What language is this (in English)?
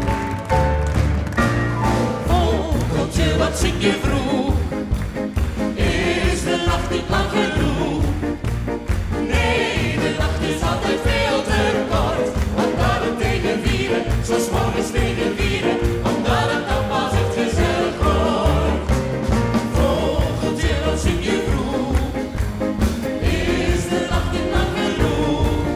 Dutch